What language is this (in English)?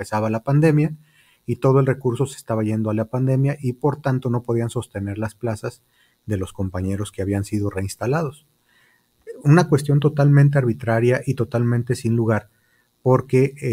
Spanish